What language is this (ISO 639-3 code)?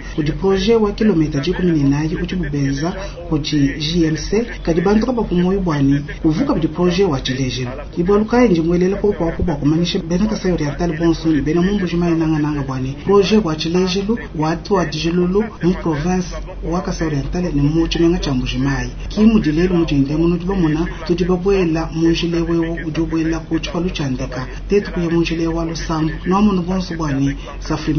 lua